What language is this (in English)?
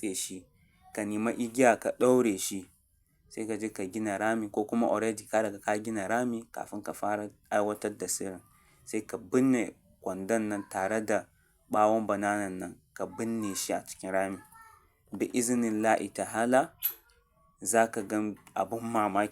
Hausa